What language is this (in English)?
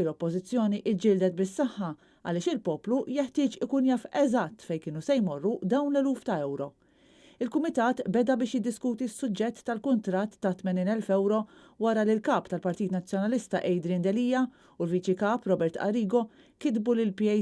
Maltese